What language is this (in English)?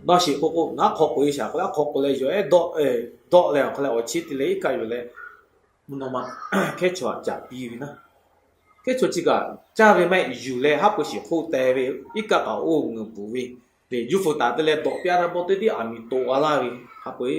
Lahu